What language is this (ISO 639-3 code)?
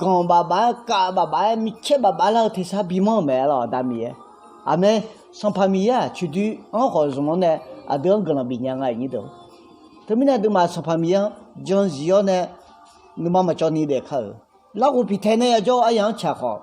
ahk